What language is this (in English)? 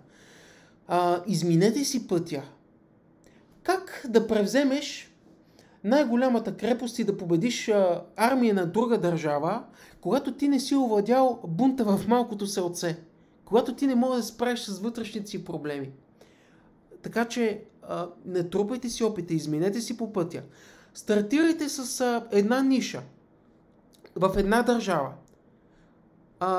Bulgarian